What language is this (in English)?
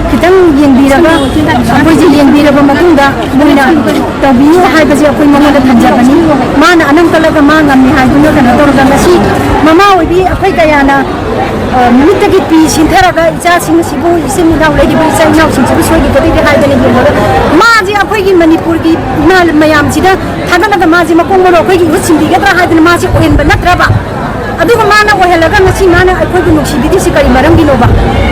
Manipuri